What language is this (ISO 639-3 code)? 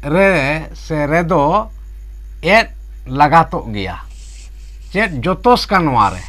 sat